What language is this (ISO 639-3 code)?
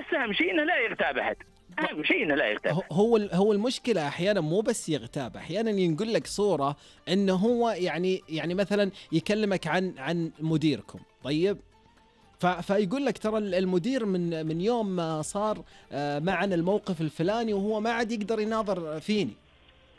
ars